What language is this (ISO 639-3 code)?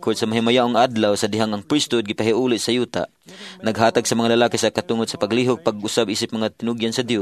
ceb